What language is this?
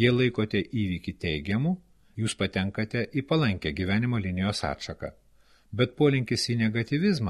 Lithuanian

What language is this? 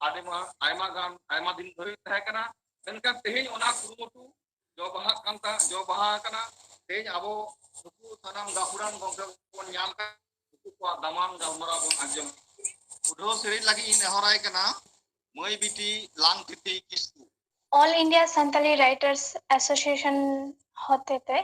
Santali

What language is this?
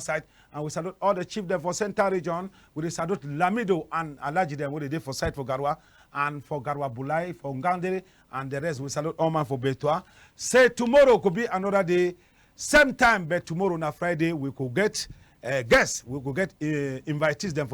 Cameroon Pidgin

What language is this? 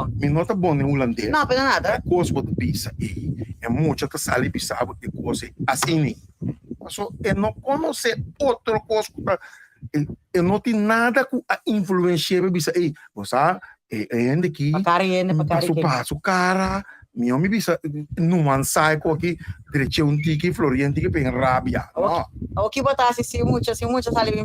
Papiamento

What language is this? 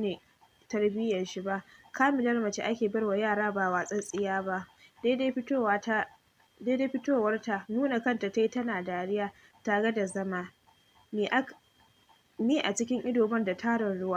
Hausa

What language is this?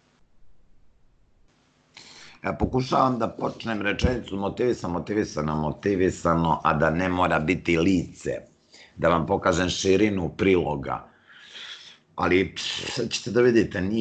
Serbian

